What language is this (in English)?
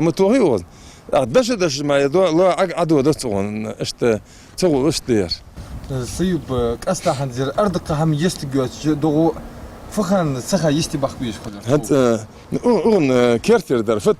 Ingush